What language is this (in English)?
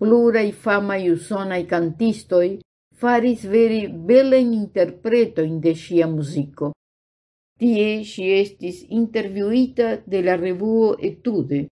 Esperanto